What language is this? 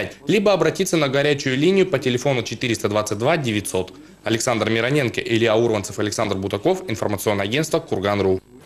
Russian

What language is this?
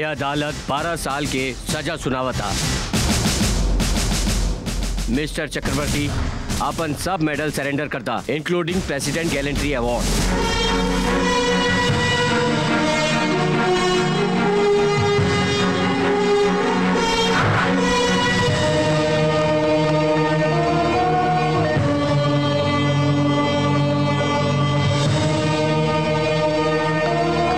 Bhojpuri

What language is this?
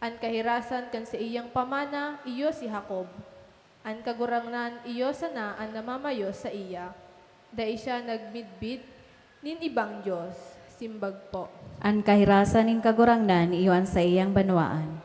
Bikol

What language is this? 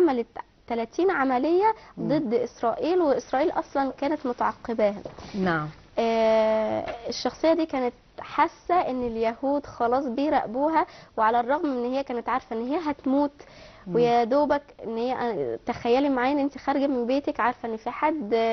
Egyptian Arabic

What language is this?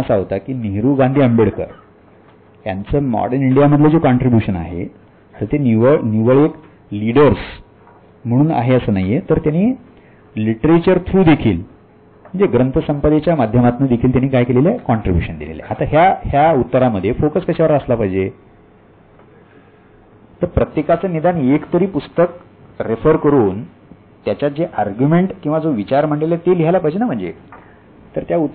Marathi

